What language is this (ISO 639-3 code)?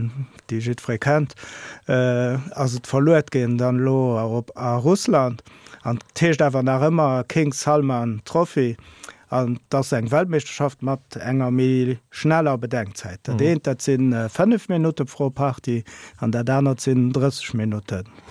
ltz